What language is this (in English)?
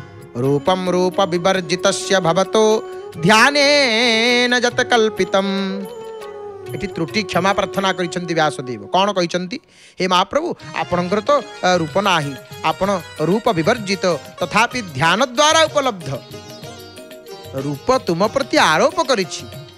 Odia